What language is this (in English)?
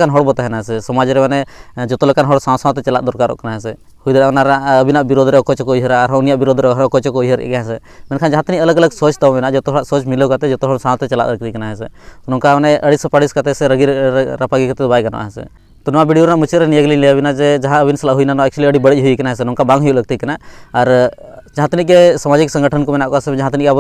Santali